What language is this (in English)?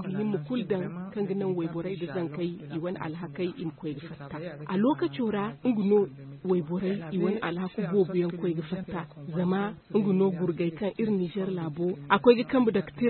Zarma